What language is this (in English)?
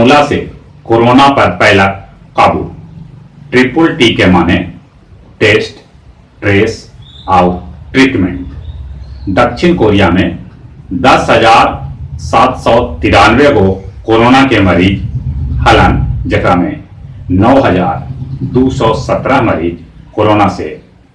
Magahi